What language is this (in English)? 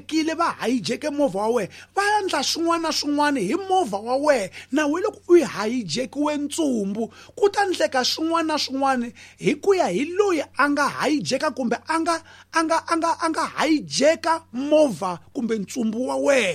Tsonga